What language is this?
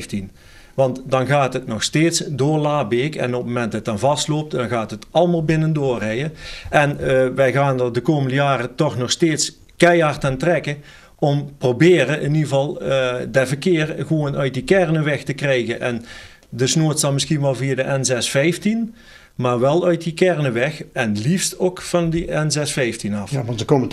Dutch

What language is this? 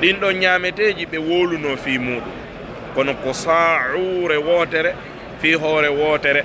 Fula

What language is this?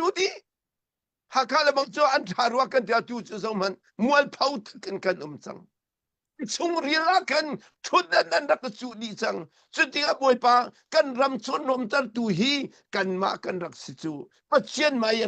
Hakha Chin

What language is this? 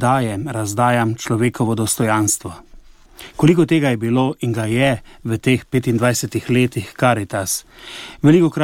Slovenian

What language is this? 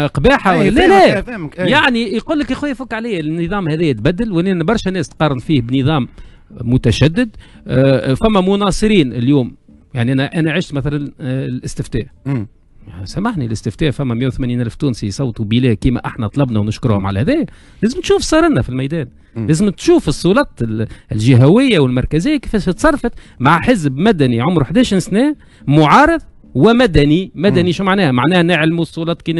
Tunisian Arabic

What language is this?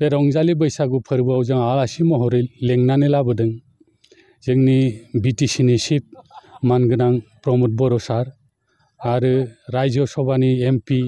Bodo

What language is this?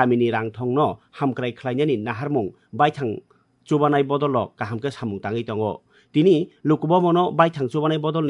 Kok Borok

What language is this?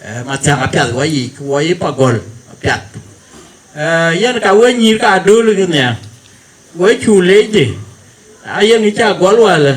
Dinka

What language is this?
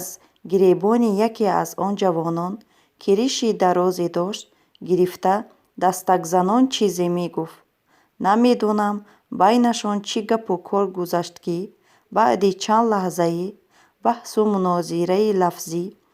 Tajik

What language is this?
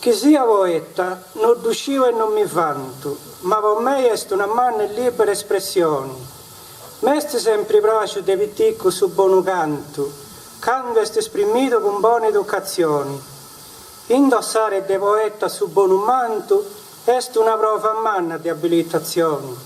Sardinian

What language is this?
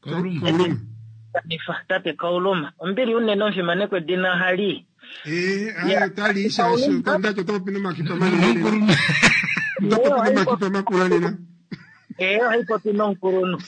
Kuanyama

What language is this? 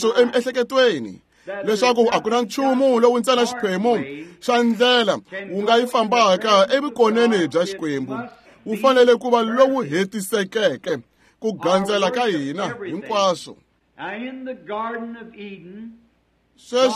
Tsonga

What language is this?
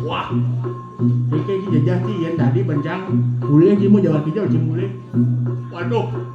Balinese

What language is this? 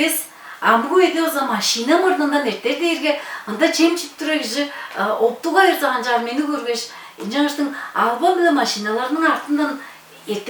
Tuvinian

